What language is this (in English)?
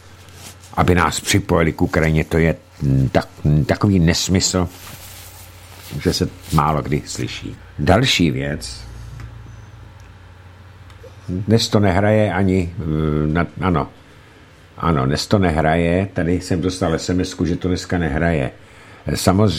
Czech